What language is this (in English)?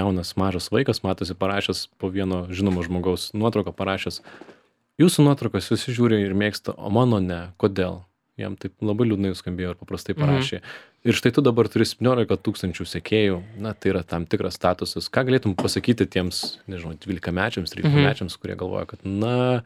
Lithuanian